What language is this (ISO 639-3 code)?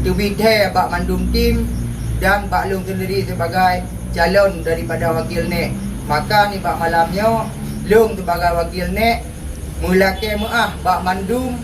ace